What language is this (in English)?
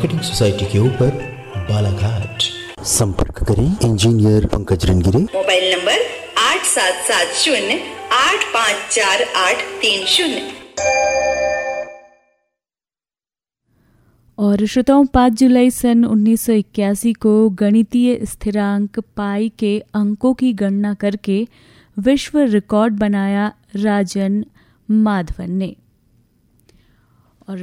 Hindi